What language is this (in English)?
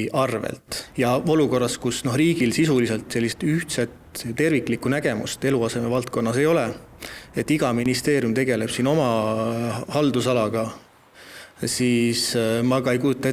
Estonian